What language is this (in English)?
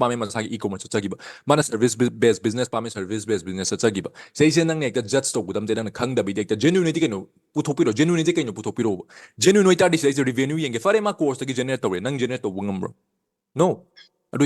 Manipuri